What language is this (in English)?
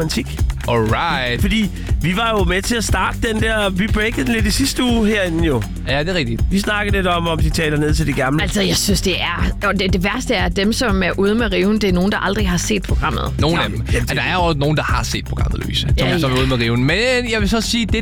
Danish